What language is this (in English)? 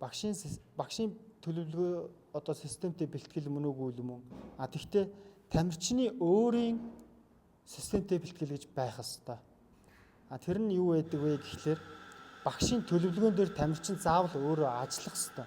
Mongolian